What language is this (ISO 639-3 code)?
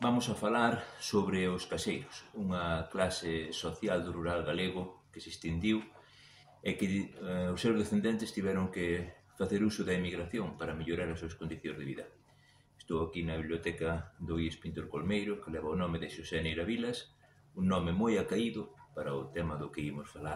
glg